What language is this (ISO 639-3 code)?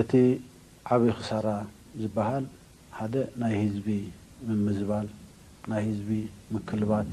tir